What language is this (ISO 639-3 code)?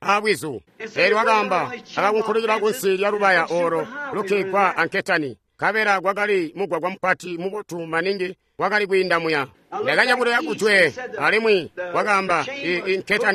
toi